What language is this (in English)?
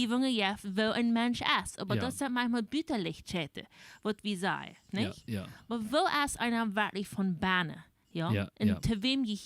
Plautdietsch